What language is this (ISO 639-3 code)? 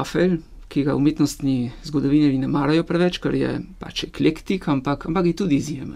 slv